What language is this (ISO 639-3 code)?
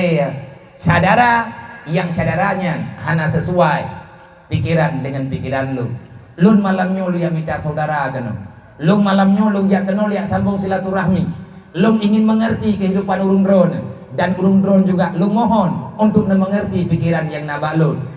ace